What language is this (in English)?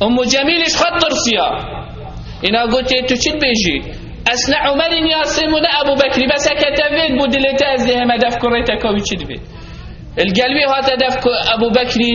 Kurdish